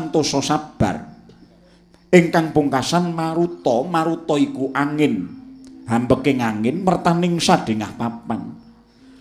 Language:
Javanese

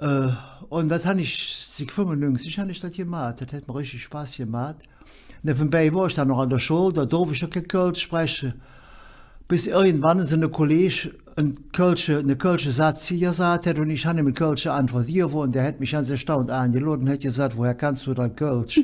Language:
Colognian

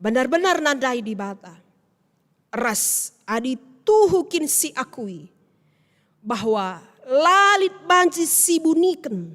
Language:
Batak Karo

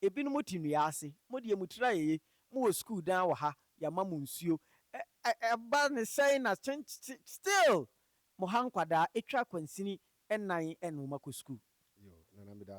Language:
Akan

